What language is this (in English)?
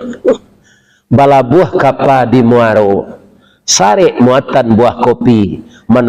Minangkabau